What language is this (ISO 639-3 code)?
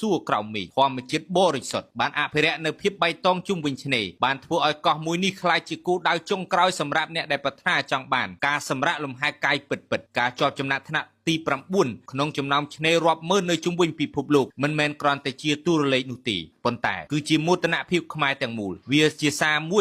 khm